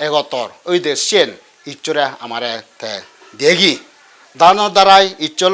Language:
Chakma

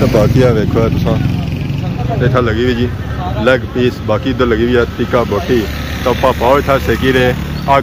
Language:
Pahari-Potwari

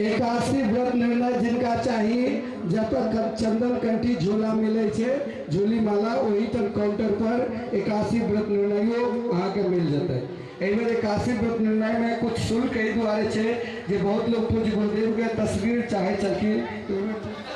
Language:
Maithili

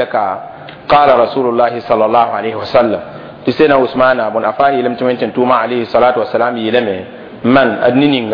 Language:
Mossi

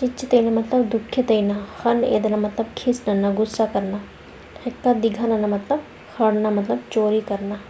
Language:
Kurukh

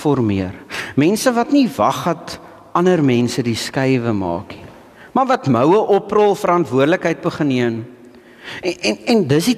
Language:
Afrikaans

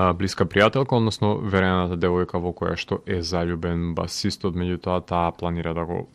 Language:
Macedonian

